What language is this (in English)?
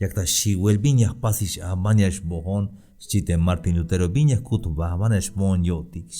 Tzeltal